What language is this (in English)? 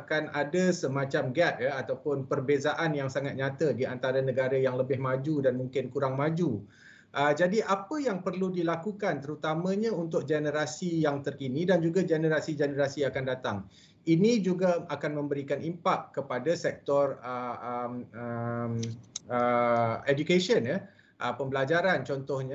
Malay